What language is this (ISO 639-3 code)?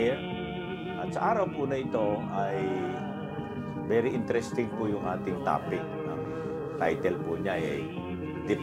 fil